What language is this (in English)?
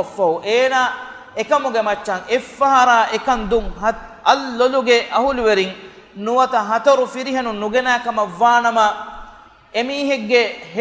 Divehi